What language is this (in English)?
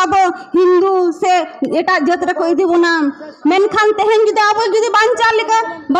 Santali